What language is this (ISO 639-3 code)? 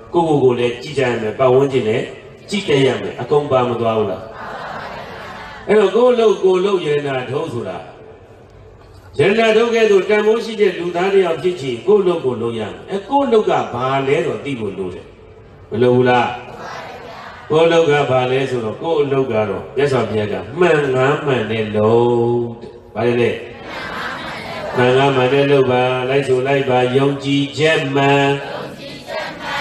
mya